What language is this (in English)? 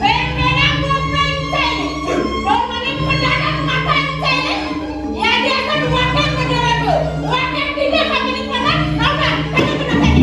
Balinese